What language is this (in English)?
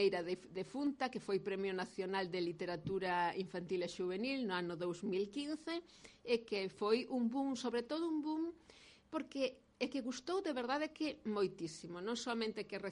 Galician